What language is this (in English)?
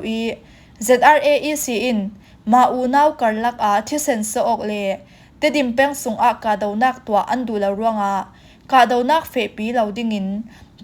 Falam Chin